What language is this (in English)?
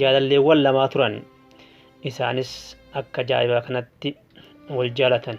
Oromo